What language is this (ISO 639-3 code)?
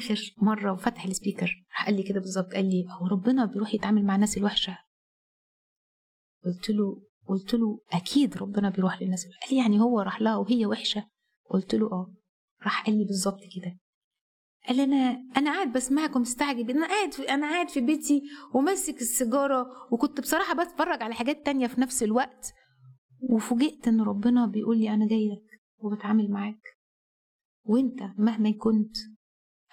arz